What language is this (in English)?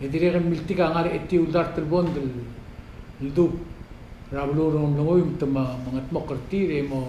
Palauan